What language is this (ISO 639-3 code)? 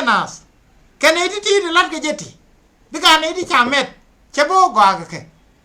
nus